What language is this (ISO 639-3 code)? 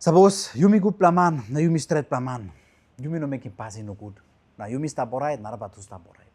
tpi